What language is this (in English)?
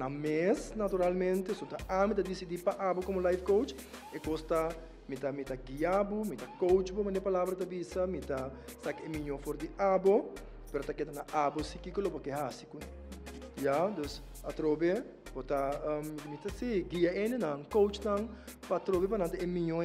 Papiamento